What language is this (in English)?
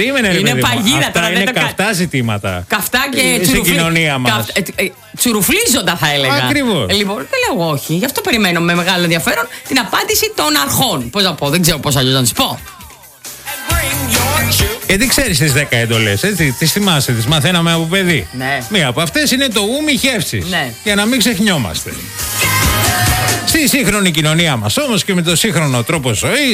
Greek